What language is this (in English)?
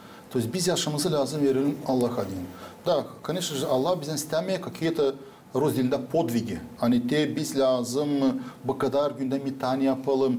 Gagauz